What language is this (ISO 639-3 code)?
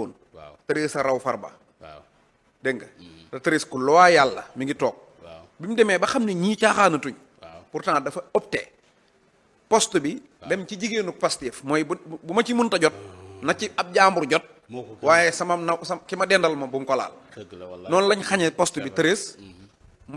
wol